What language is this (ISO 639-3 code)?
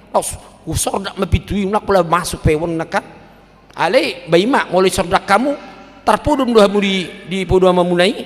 bbc